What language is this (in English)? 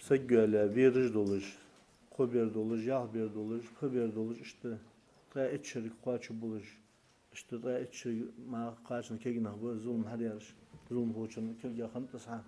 Ingush